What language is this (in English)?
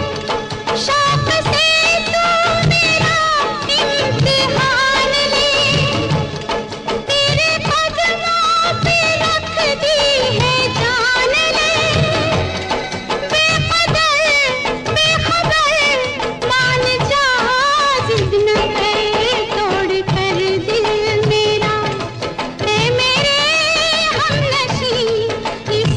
Hindi